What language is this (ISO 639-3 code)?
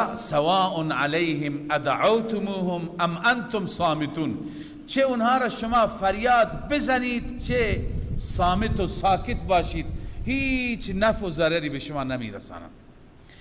fas